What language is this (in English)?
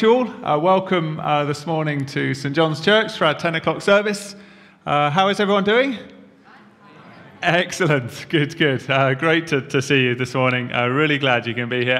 English